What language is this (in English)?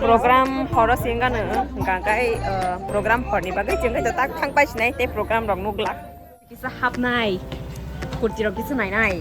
Kok Borok